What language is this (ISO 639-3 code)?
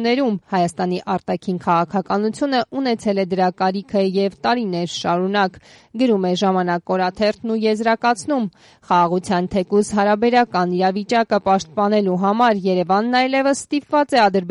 hye